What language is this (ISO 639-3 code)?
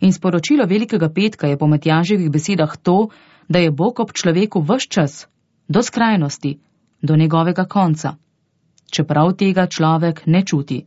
slv